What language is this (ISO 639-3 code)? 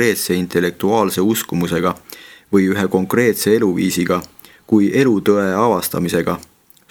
est